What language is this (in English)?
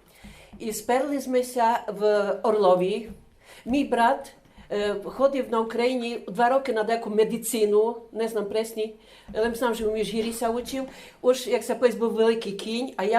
Rusyn